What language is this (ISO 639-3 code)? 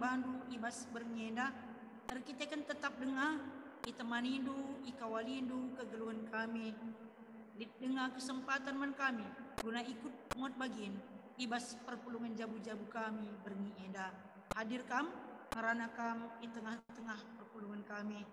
btx